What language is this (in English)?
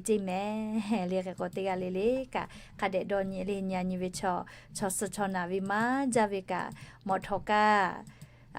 Lahu